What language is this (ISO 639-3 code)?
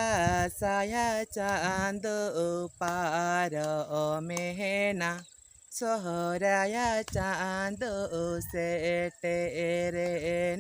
sat